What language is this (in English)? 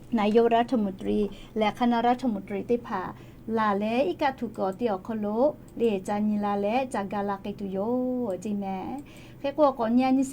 Lahu